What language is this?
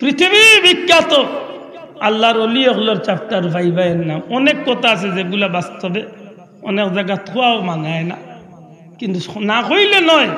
Sylheti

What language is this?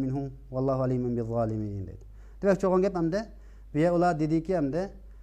Uyghur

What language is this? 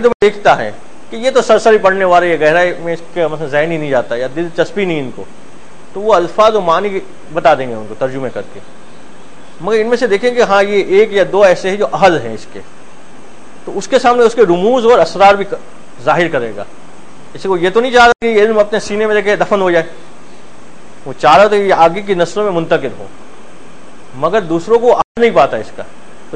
Urdu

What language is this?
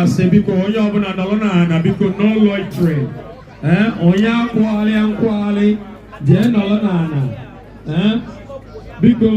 Igbo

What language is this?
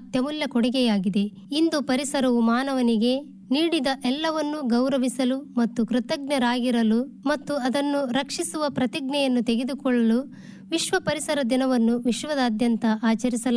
Kannada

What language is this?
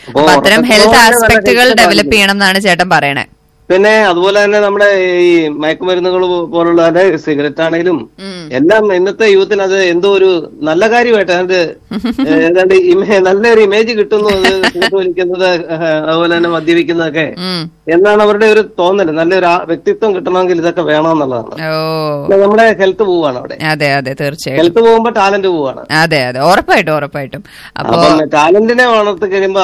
Malayalam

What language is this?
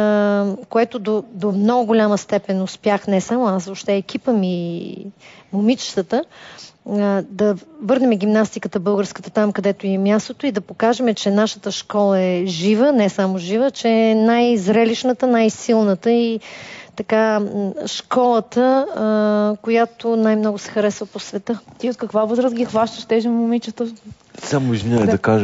Bulgarian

